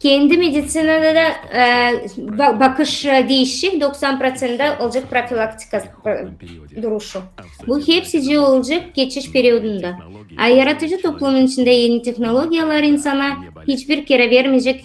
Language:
Gagauz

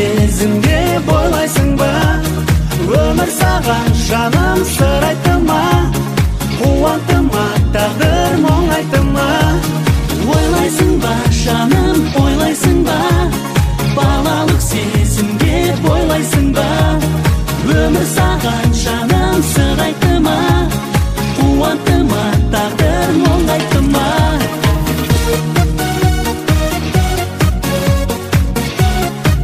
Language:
Kazakh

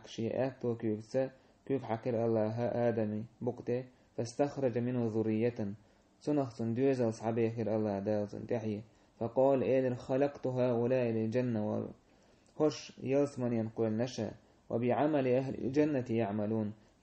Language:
Chechen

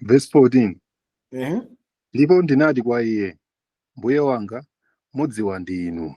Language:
Nyanja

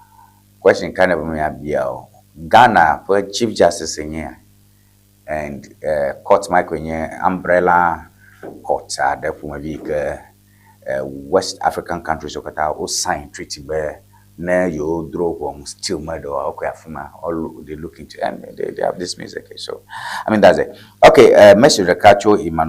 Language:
Ewe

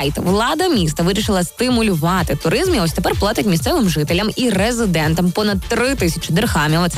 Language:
Ukrainian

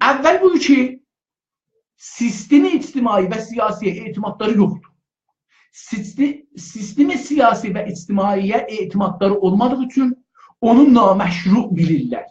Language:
South Azerbaijani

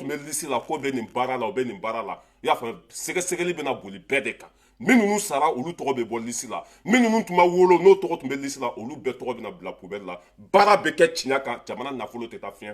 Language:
Bambara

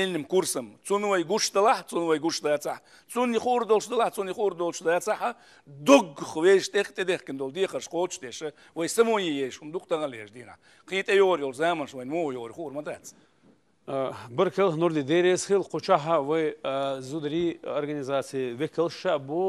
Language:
Chechen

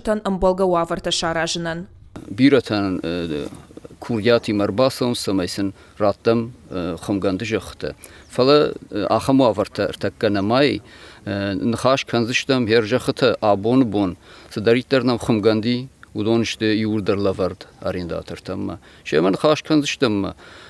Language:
Ossetic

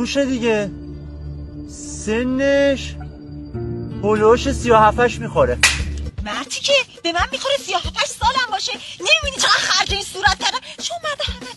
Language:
Persian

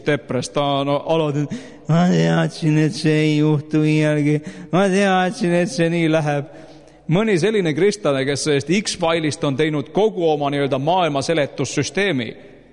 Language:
Estonian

